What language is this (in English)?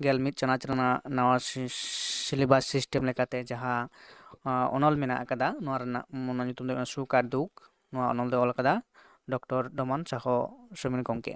Santali